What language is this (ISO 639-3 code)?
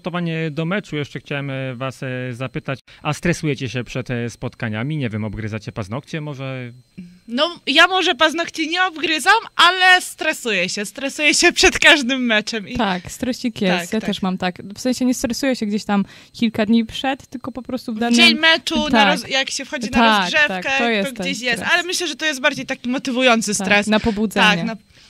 pol